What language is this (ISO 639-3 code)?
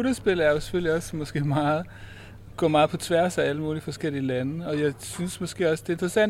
dan